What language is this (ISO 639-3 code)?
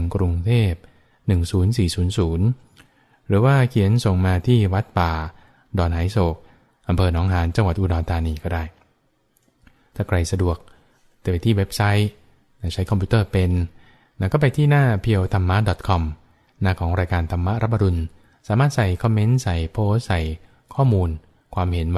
tha